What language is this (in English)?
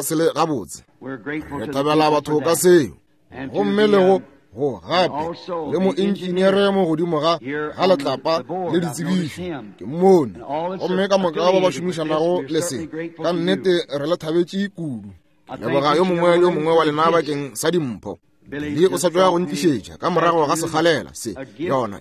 Northern Sotho